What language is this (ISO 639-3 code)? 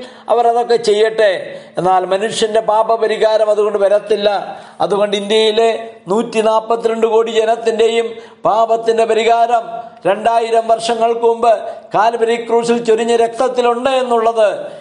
mal